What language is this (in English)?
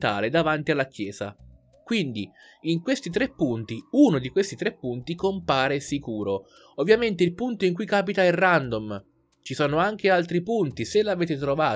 Italian